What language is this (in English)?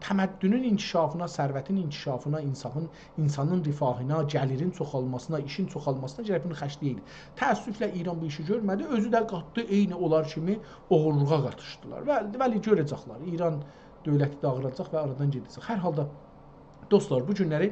South Azerbaijani